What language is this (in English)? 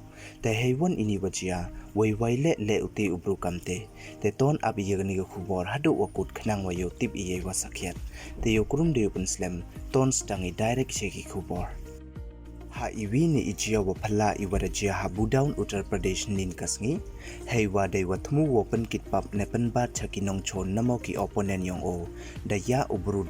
Pnar